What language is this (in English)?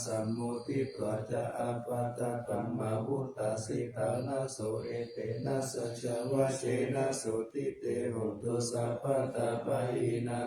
Pali